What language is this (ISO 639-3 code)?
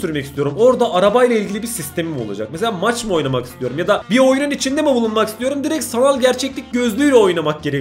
tur